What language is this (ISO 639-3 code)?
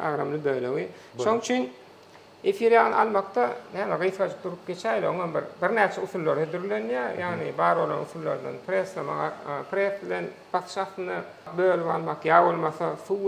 tuk